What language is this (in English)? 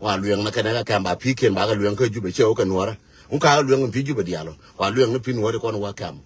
Nuer